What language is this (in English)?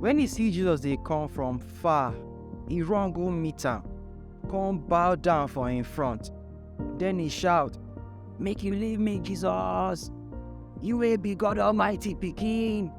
Nigerian Pidgin